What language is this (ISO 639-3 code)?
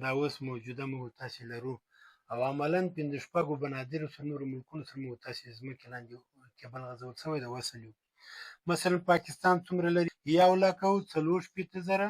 pus